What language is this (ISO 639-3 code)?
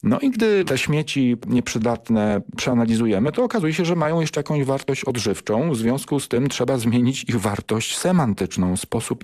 pol